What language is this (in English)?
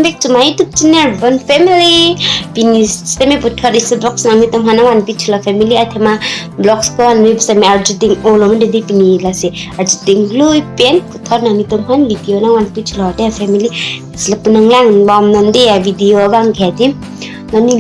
Karbi